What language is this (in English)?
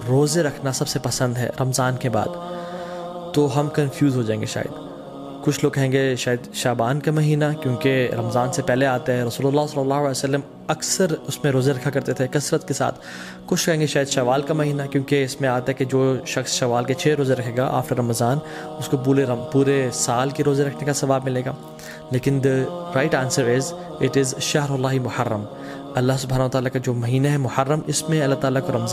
Urdu